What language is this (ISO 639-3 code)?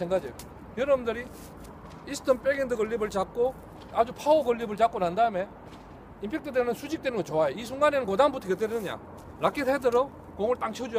kor